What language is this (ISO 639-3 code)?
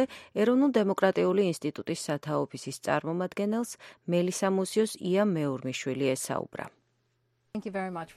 kat